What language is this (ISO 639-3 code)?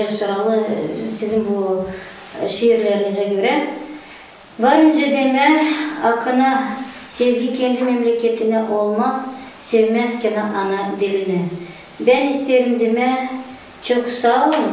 gag